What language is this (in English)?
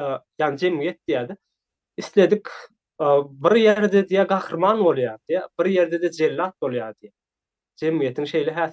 Turkmen